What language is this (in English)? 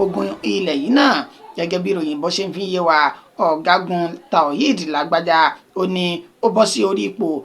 Yoruba